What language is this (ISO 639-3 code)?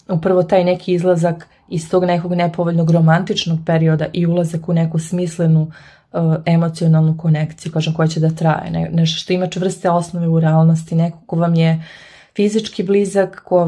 srp